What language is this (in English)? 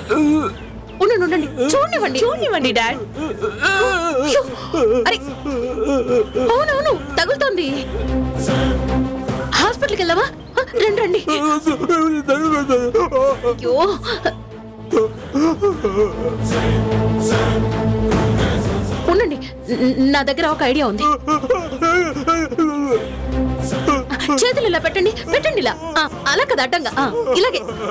Telugu